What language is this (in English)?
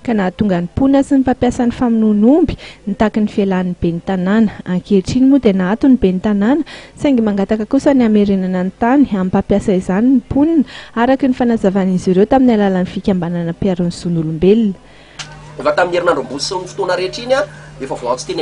Malagasy